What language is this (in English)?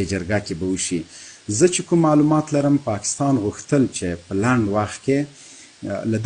Pashto